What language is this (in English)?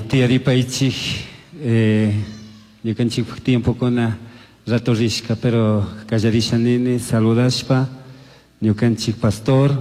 Chimborazo Highland Quichua